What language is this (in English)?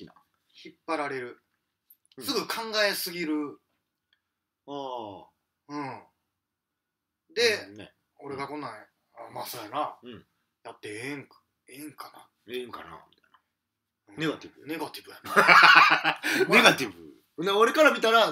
Japanese